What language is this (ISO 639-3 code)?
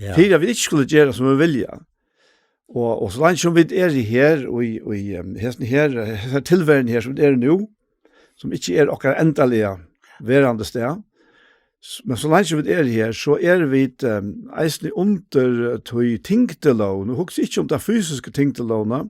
fao